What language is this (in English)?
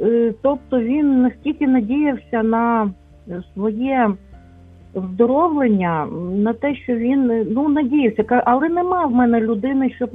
Ukrainian